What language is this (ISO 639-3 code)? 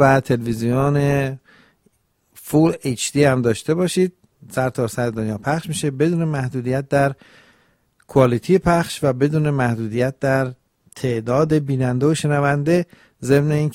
fas